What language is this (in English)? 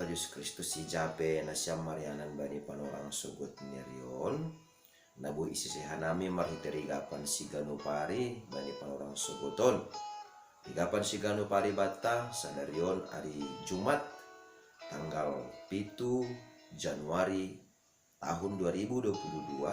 Batak Simalungun